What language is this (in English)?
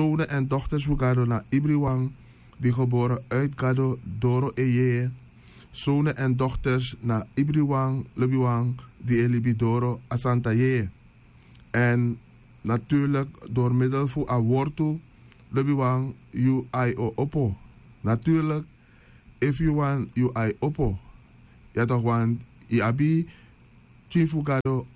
Sranan Tongo